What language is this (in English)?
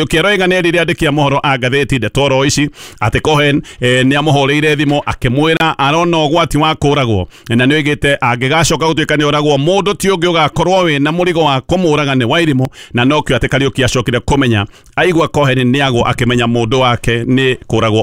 Kikuyu